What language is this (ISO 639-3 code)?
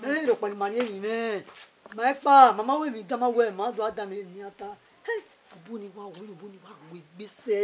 bin